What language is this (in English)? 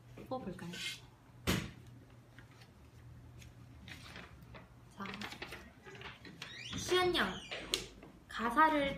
Korean